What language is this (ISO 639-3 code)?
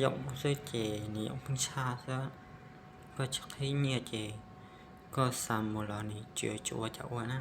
hmn